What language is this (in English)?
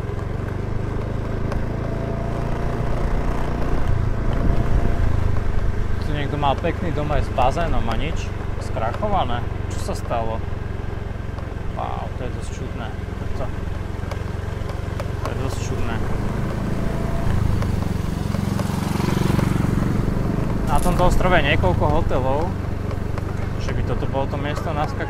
Slovak